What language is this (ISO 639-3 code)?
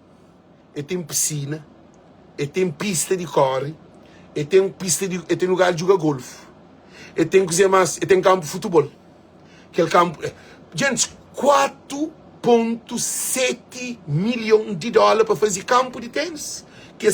kea